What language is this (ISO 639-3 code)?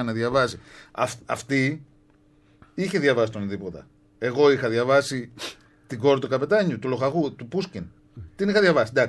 ell